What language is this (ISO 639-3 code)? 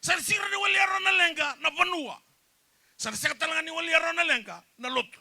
fij